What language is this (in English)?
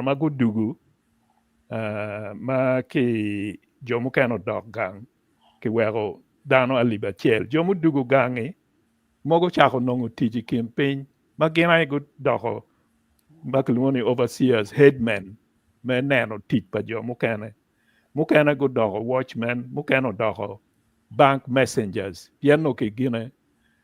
Acoli